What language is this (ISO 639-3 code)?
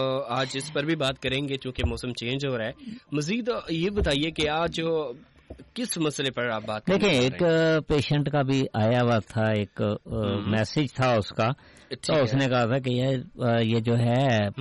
urd